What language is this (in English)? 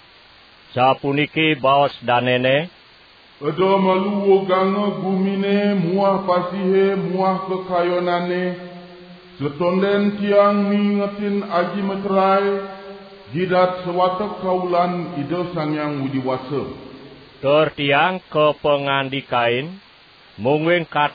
Balinese